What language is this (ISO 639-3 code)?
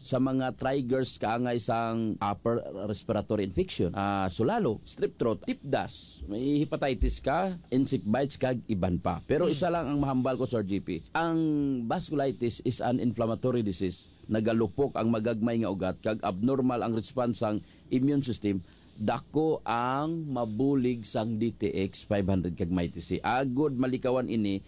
hil